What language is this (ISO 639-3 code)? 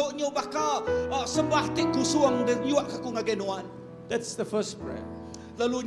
iba